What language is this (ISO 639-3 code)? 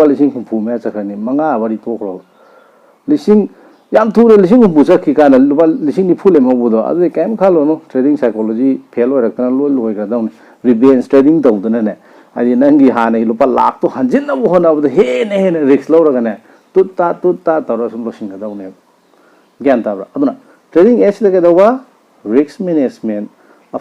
mni